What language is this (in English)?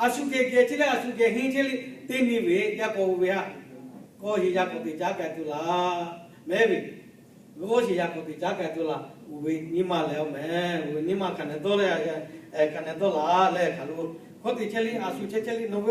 Lahu